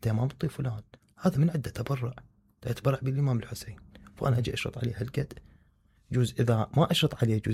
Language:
Mesopotamian Arabic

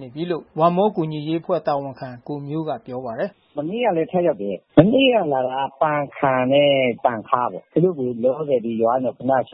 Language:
Burmese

